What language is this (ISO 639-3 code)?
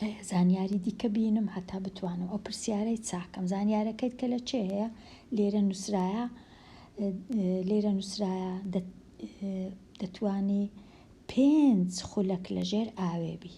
ckb